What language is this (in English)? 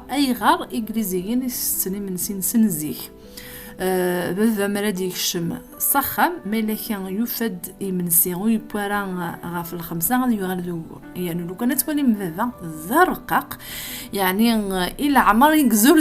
Kabyle